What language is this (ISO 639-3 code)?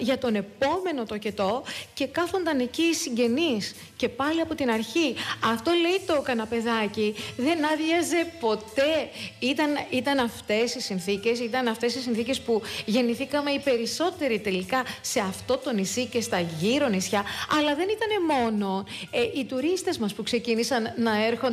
ell